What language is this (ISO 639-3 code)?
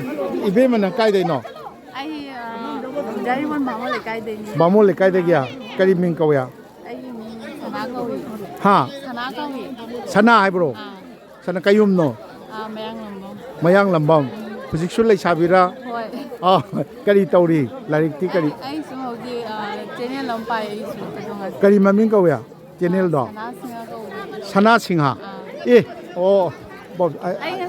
mni